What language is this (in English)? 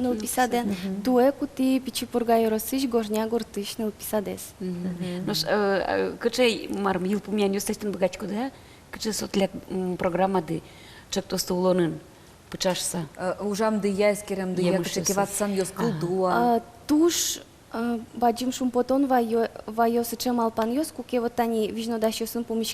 Udmurt